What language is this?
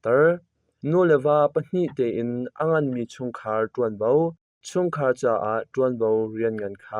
Hakha Chin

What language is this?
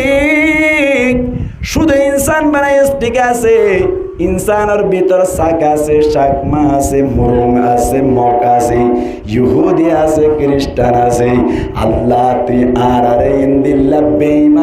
Rohingya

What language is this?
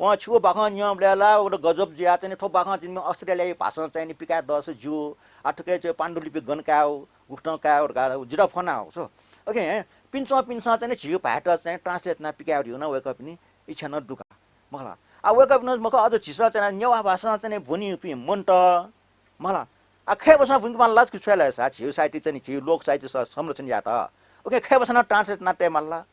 Newari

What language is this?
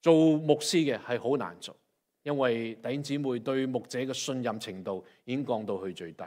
Cantonese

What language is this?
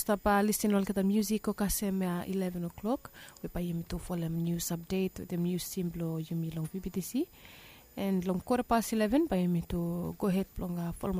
Bislama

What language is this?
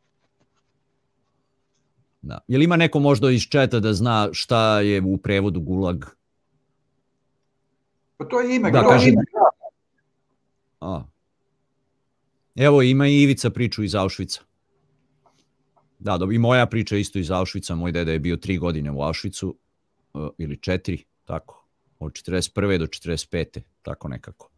Serbian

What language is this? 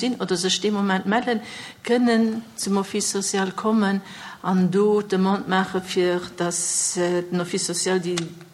Luxembourgish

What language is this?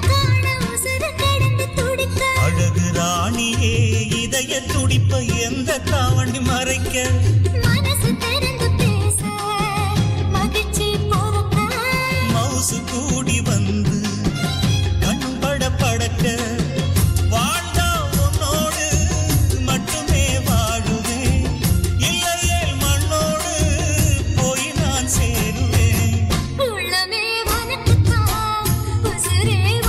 Tamil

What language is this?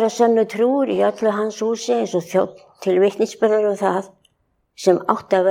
Icelandic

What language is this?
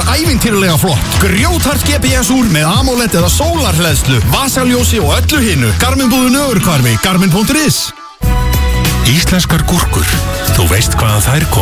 Icelandic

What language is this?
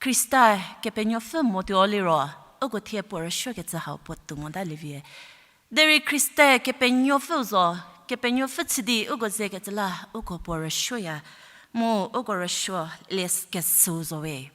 Angami Naga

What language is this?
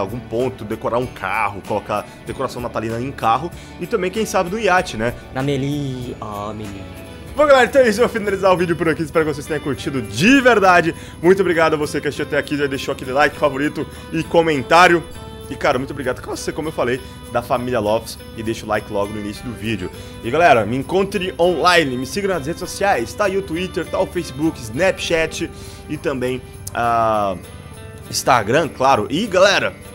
Portuguese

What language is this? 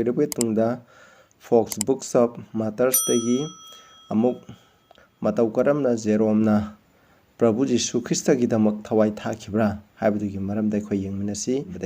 Manipuri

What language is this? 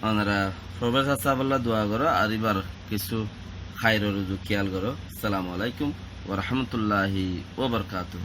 Rohingya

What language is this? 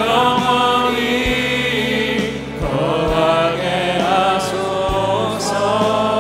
Korean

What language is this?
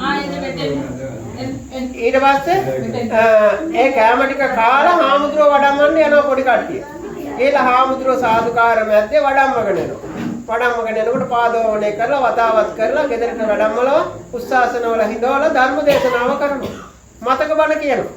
Sinhala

